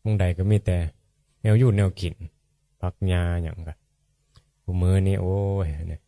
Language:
Northeastern Thai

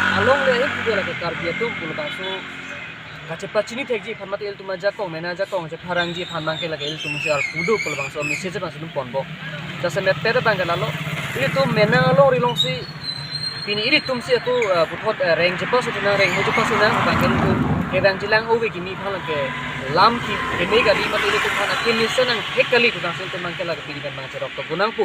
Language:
Karbi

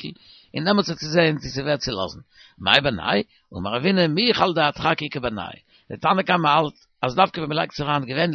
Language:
Yiddish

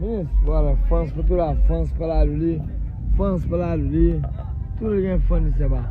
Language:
Kabuverdianu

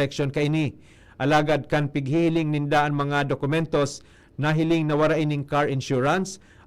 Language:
Bikol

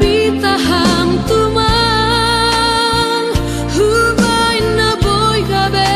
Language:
Batak Simalungun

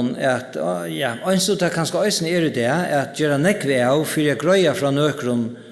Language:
Faroese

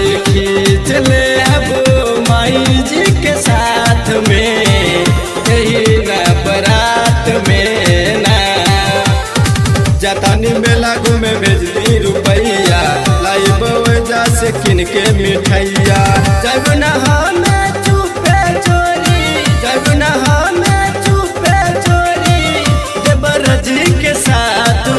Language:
Bhojpuri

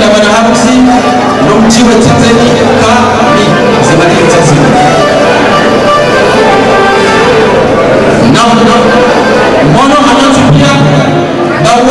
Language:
Swahili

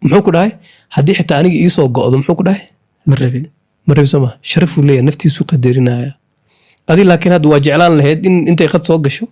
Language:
Somali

